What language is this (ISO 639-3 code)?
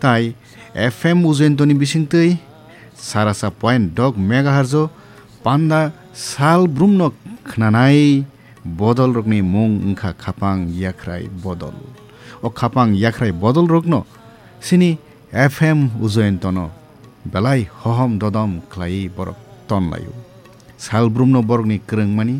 trp